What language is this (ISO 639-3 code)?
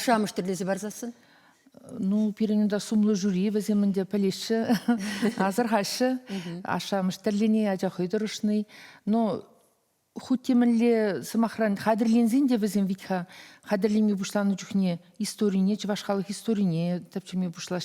chv